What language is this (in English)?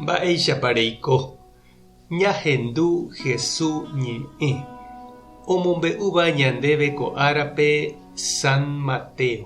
Guarani